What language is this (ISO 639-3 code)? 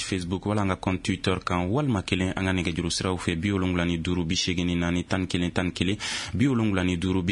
bam